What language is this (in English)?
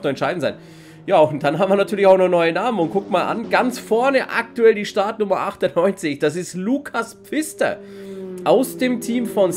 German